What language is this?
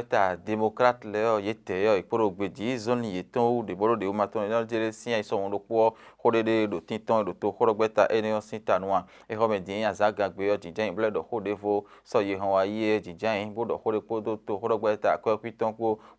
Fon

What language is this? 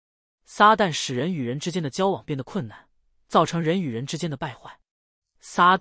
Chinese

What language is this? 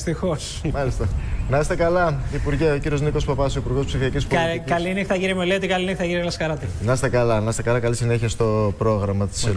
Greek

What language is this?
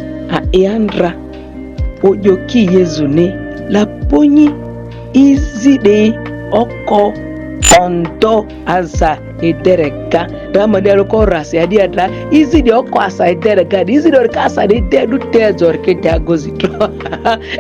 Ma'di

